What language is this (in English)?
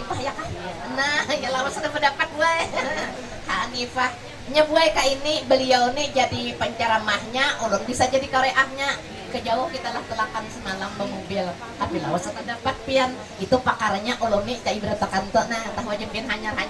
Banjar